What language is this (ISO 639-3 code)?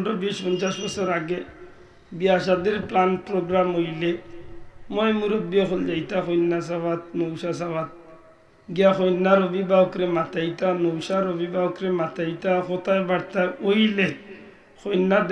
syl